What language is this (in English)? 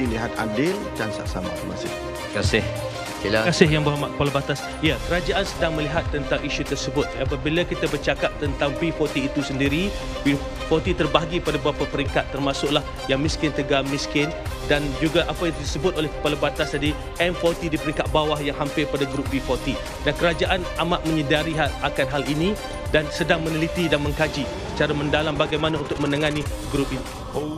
Malay